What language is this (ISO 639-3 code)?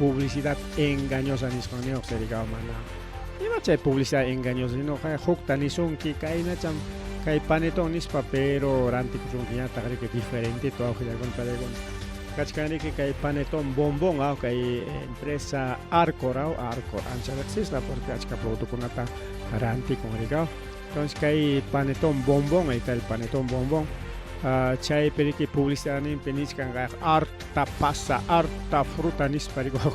quy